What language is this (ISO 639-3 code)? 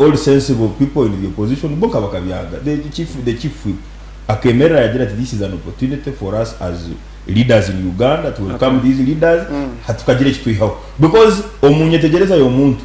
nyn